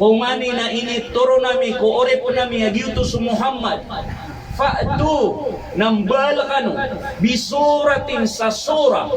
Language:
Maranao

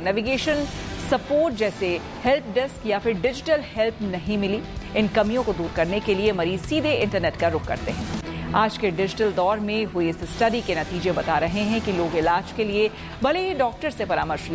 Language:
Hindi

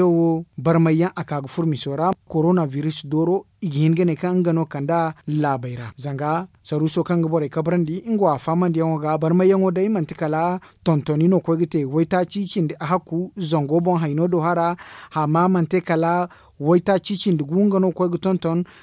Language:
Zarma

